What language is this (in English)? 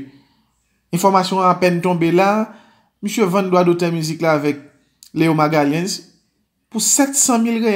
Haitian Creole